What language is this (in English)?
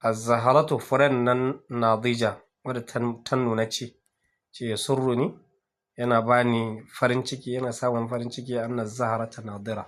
Hausa